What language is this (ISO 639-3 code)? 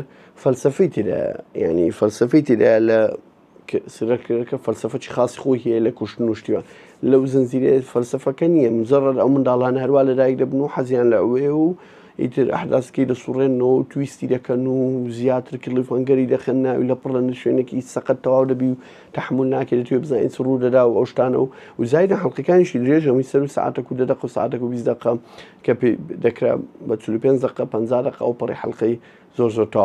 ckb